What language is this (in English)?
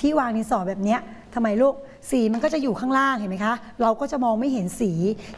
Thai